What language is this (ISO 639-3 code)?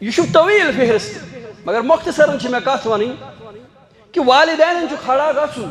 kas